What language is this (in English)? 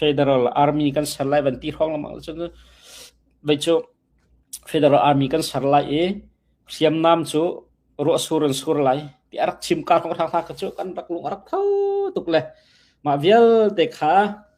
Hakha Chin